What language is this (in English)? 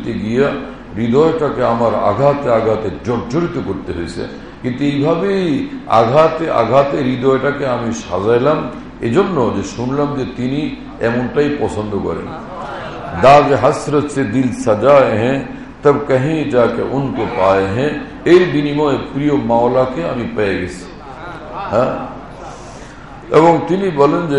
Bangla